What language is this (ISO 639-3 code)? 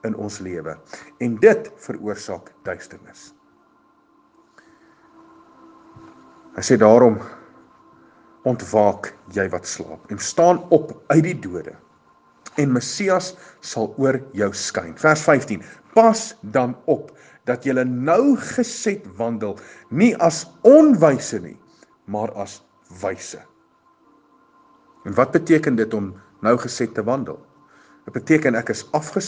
afr